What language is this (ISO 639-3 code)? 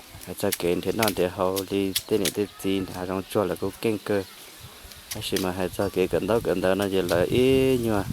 hmn